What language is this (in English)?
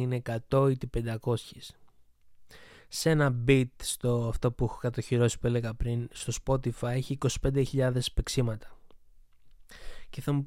Greek